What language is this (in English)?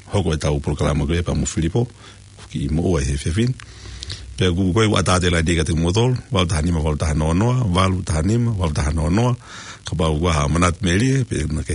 Tongan